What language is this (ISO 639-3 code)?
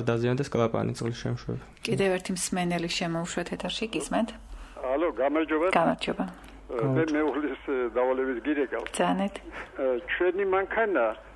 kat